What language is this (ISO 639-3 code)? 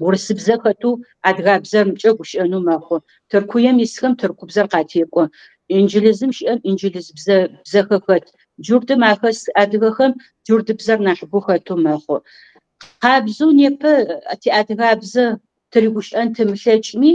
kbd